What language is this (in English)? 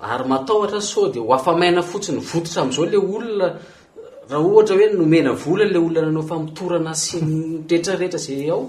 Malagasy